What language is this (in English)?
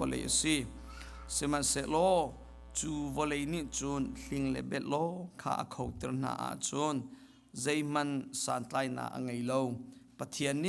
Hakha Chin